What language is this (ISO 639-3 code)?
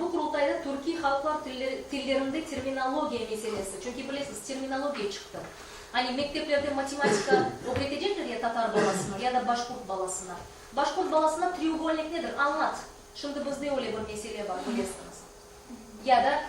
crh